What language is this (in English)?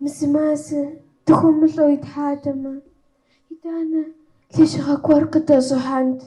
Kabardian